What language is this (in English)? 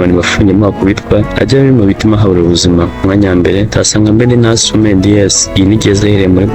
Kinyarwanda